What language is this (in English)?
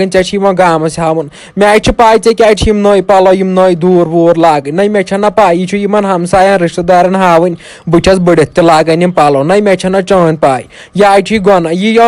Kashmiri